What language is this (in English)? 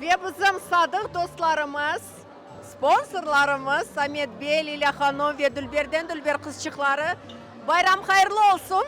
Crimean Tatar